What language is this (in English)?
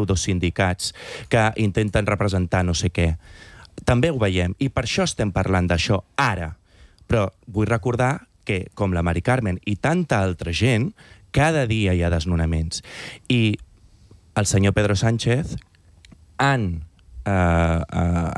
Catalan